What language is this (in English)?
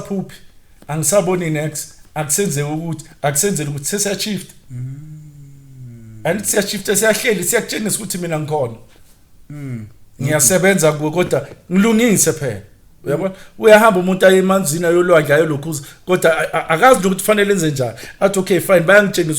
Zulu